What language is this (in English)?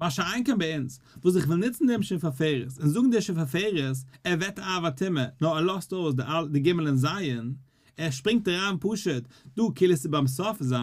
Yiddish